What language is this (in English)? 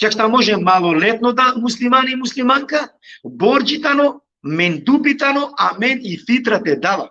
Balkan Romani